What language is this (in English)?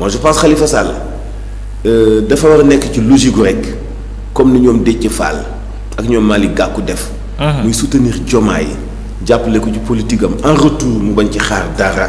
Wolof